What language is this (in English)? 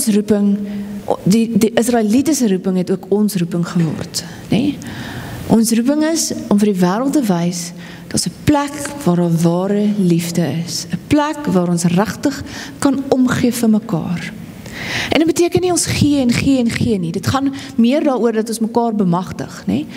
Afrikaans